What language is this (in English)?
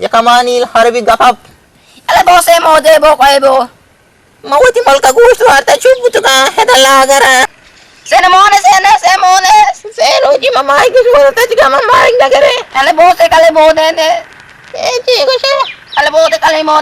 Eastern Balochi